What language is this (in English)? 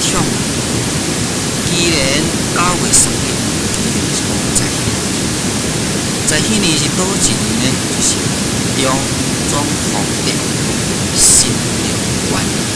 Min Nan Chinese